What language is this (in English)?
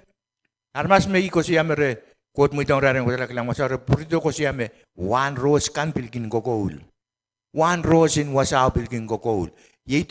Pohnpeian